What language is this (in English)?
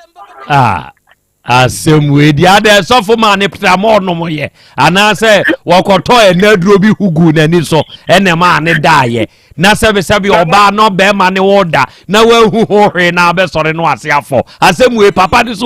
Akan